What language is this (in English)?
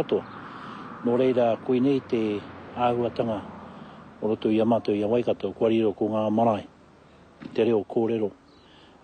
Māori